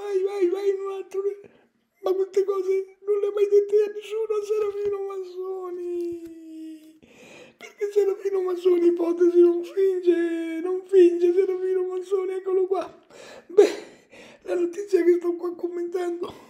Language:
Italian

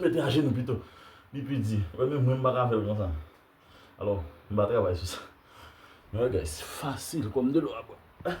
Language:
Haitian Creole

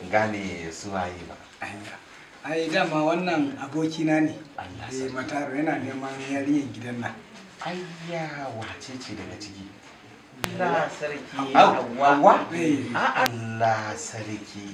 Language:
Hausa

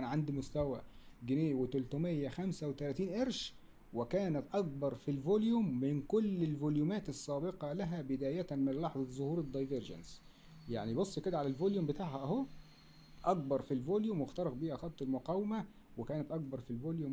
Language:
Egyptian Arabic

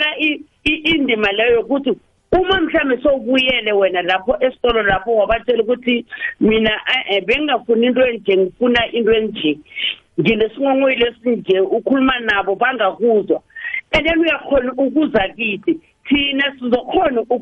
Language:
South Ndebele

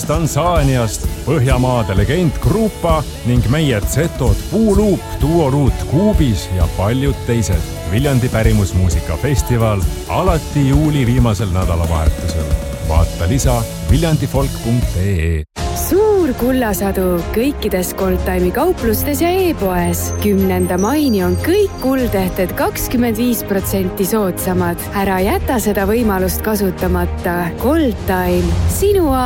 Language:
Estonian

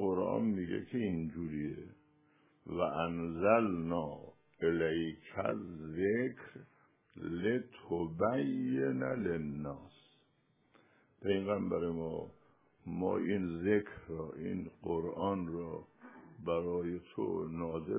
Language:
Persian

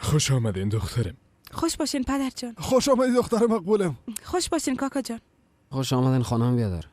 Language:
Persian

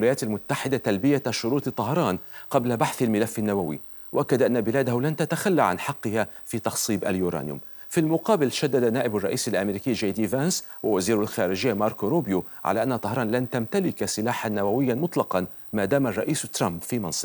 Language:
Arabic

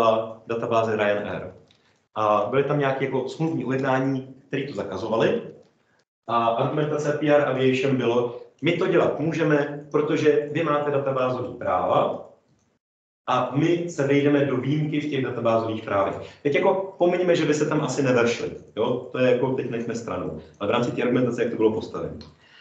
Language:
Czech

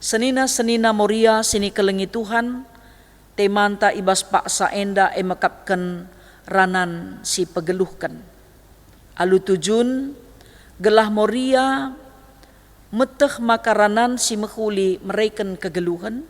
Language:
Batak Karo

